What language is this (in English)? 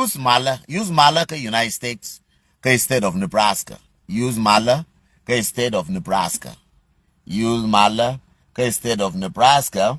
Nuer